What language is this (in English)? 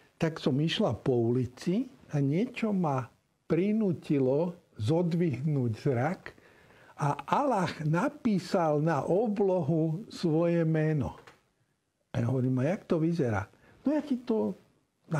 Slovak